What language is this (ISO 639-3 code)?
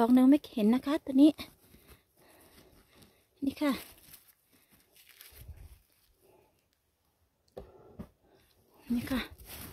tha